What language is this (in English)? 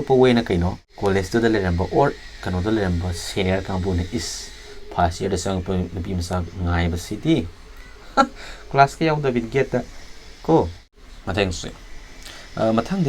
Manipuri